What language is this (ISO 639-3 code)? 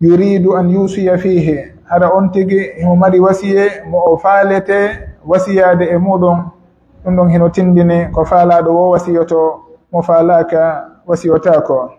fuf